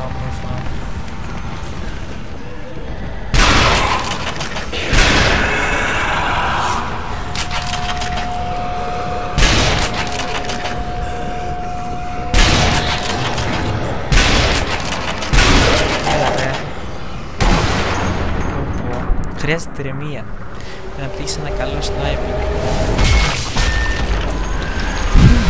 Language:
Greek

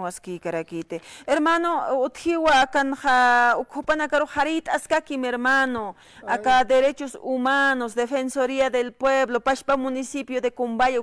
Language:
Aymara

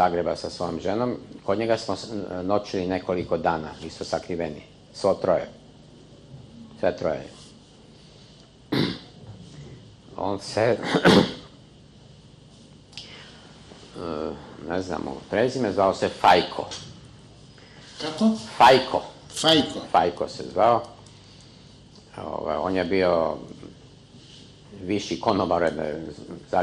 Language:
Croatian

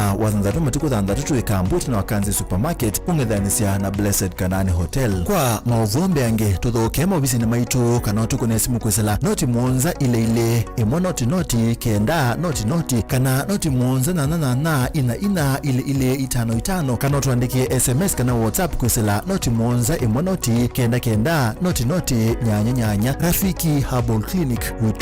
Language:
Kamba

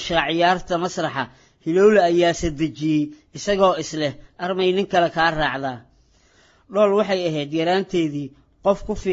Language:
Somali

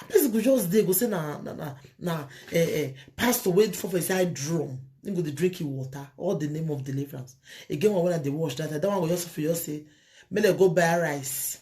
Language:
Nigerian Pidgin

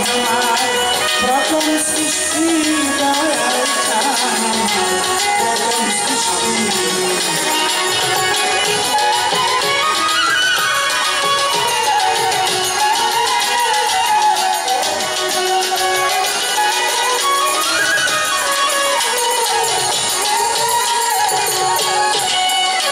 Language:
Bangla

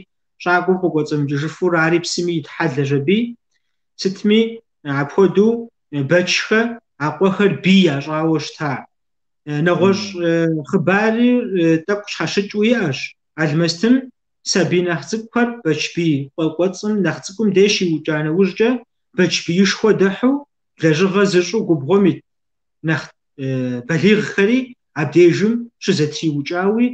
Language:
Kabardian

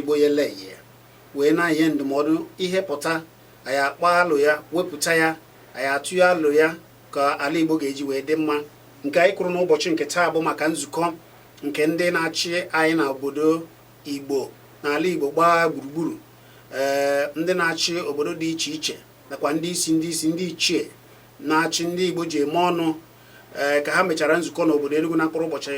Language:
Igbo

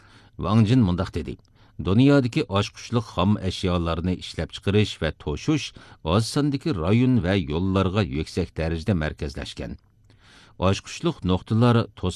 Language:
Uyghur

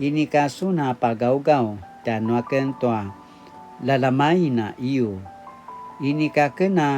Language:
Paiwan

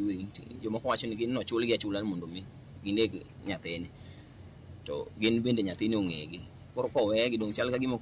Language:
Luo (Kenya and Tanzania)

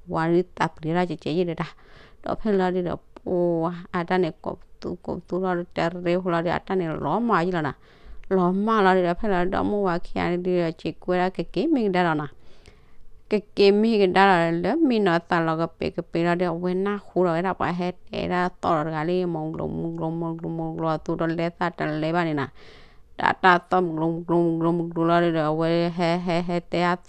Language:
S'gaw Karen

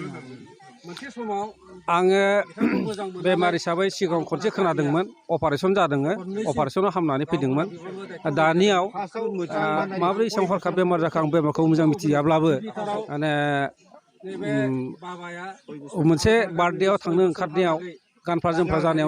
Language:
Bodo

